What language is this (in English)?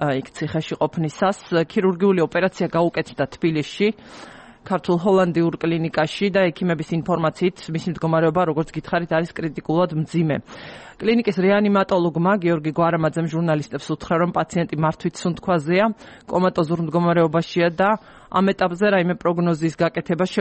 Georgian